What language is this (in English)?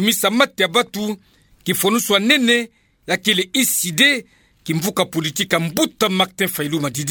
Kituba (Democratic Republic of Congo)